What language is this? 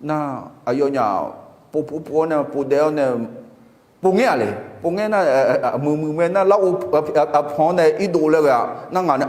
Akha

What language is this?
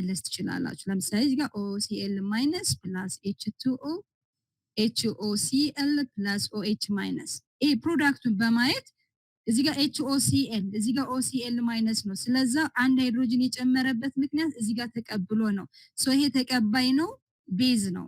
Amharic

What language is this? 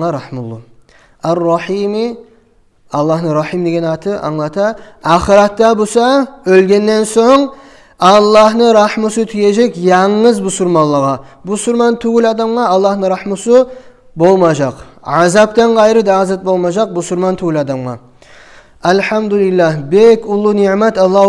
Kumyk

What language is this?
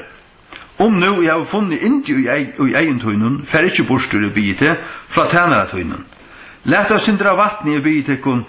Faroese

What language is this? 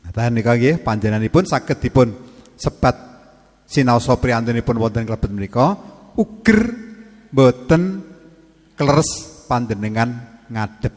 Javanese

